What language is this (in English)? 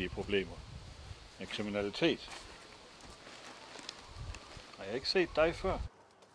Danish